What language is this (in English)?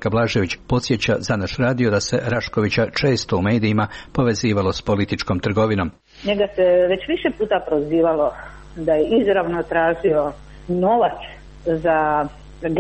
Croatian